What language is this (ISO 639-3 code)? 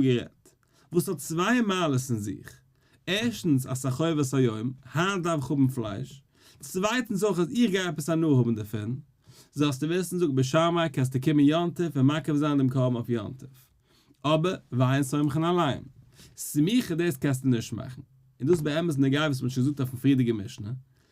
yid